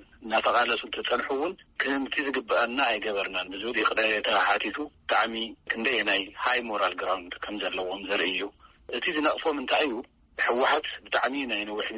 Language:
Tigrinya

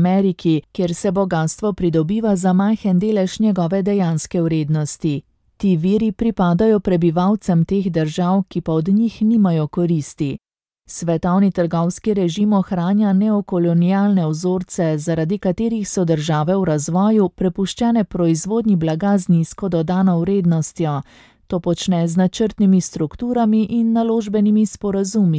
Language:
Slovenian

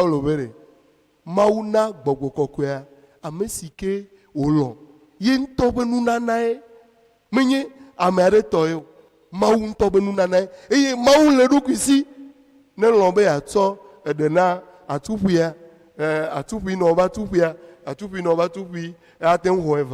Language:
Ewe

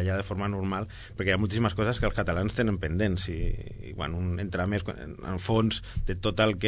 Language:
Catalan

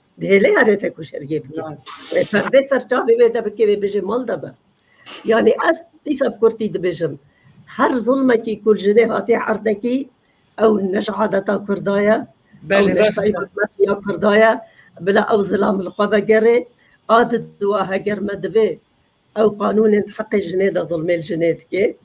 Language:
Kurdish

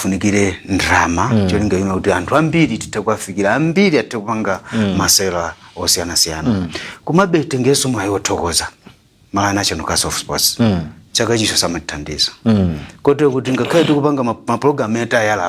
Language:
Nyanja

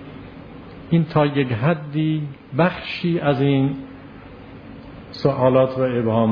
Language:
Persian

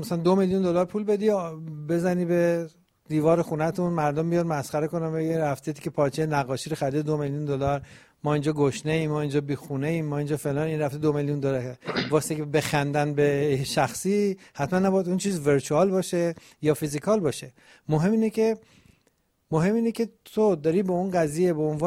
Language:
Persian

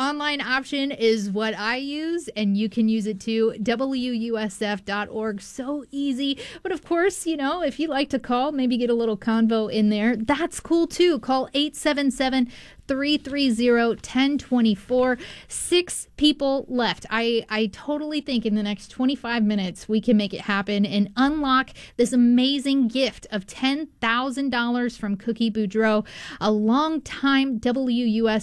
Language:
English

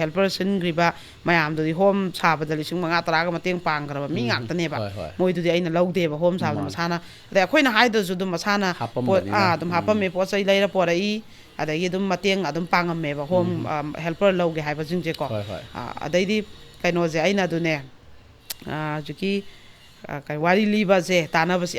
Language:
Manipuri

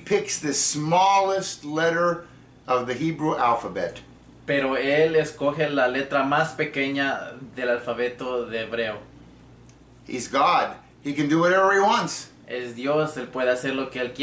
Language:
English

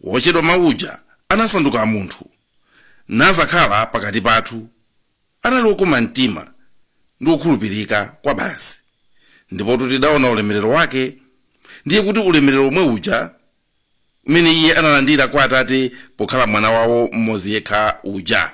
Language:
Nyanja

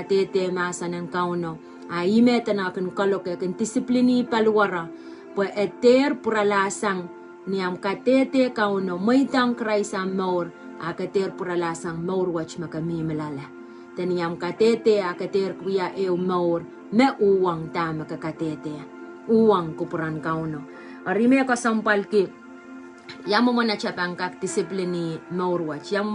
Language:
Pohnpeian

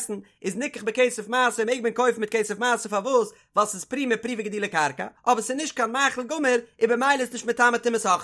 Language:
Yiddish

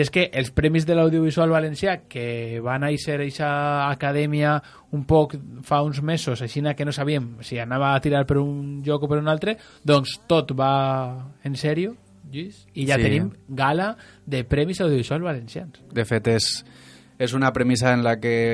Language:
Catalan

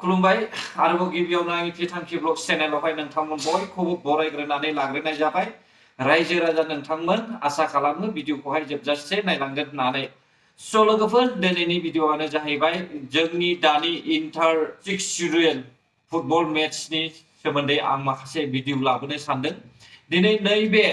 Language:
Bodo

